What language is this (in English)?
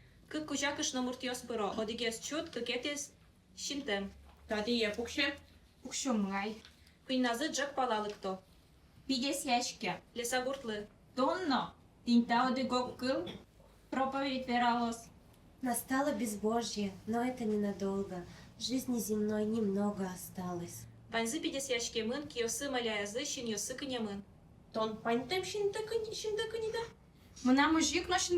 Udmurt